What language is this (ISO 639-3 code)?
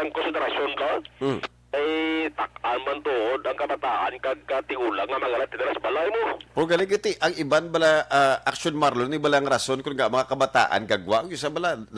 hil